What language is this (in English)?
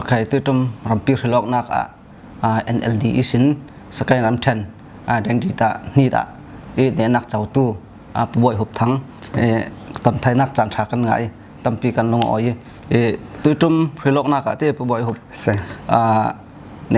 Falam Chin